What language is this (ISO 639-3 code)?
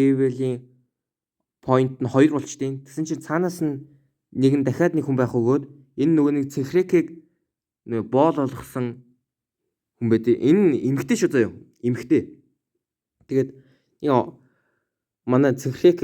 mon